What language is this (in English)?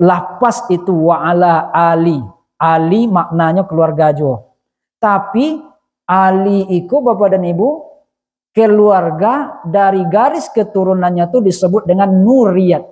Minangkabau